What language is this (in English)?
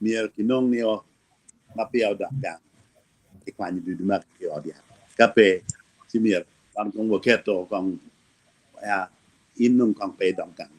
Acoli